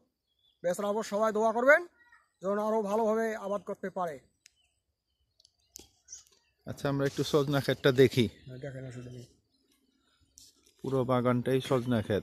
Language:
Bangla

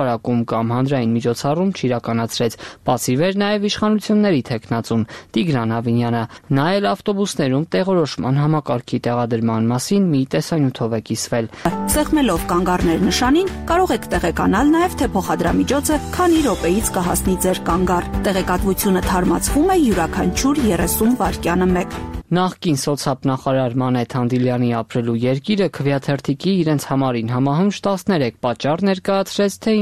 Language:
Armenian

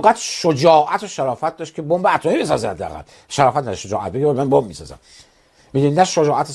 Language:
Persian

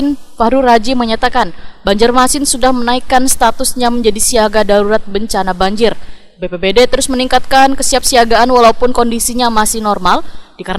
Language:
Banjar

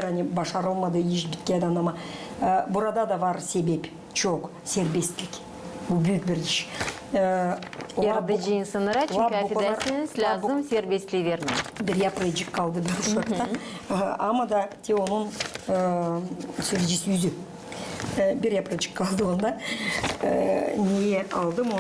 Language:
Gagauz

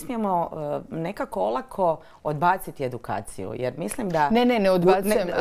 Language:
Croatian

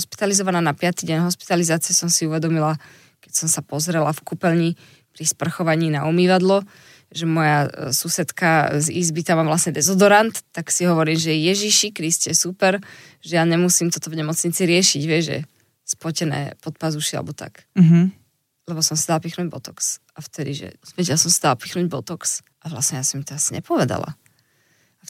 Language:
Slovak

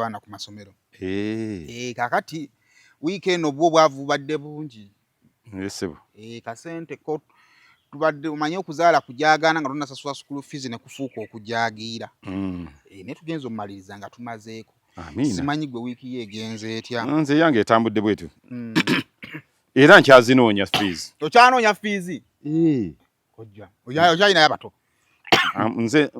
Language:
Ganda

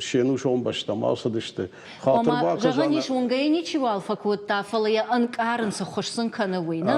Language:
Ossetic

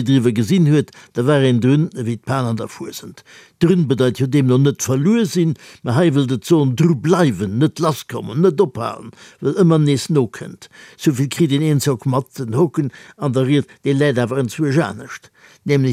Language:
Luxembourgish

